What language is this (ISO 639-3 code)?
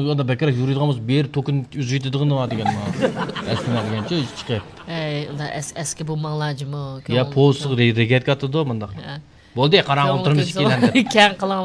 uig